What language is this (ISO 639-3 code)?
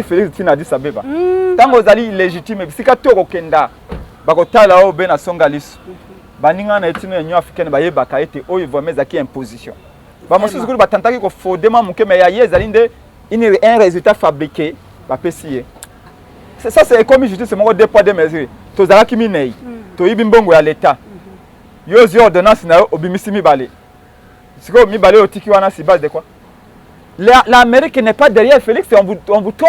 lin